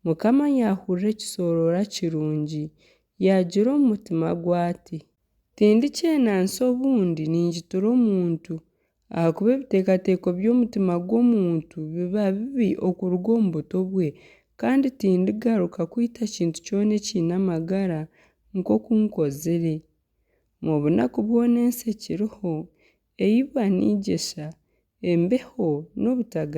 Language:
Nyankole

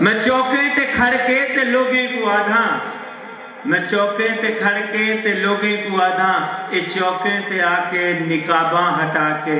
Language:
Saraiki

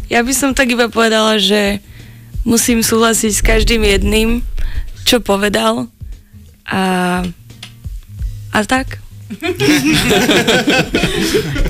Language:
Slovak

